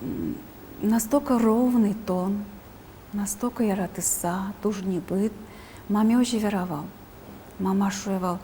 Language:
Udmurt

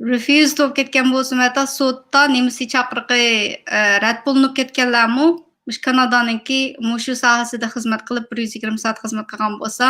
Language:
Uyghur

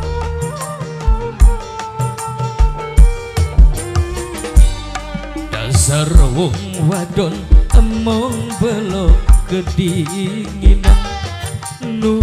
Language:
Javanese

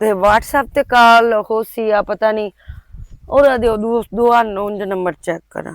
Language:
Western Panjabi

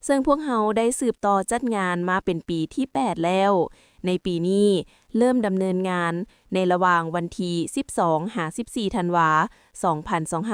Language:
Lao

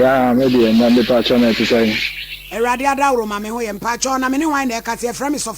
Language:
Akan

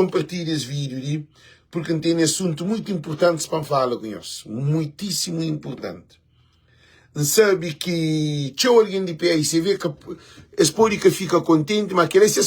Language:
Kabuverdianu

